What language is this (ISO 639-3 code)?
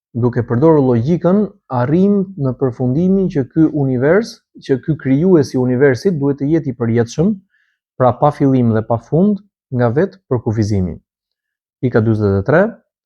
sqi